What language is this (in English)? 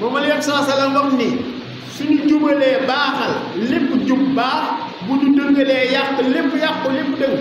Wolof